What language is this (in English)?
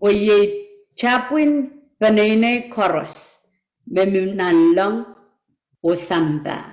Pohnpeian